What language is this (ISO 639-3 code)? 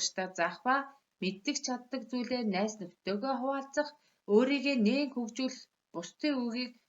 mon